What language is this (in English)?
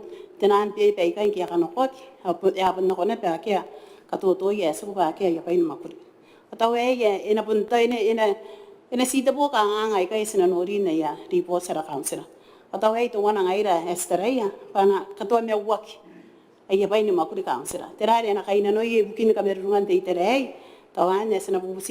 Gilbertese